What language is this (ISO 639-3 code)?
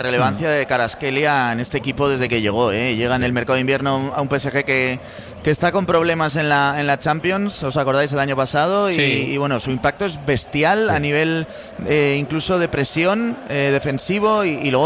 spa